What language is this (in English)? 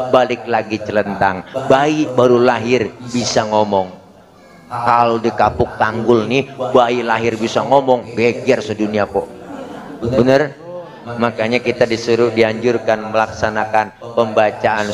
Betawi